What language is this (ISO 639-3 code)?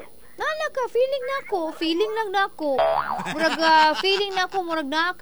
ceb